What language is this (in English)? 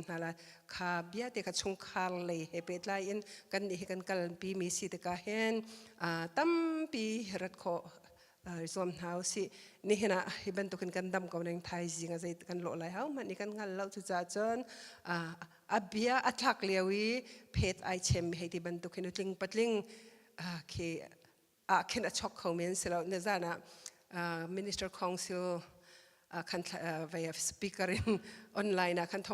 Hakha Chin